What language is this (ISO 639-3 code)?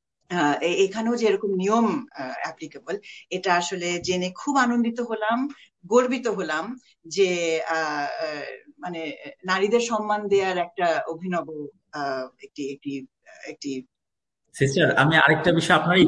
ben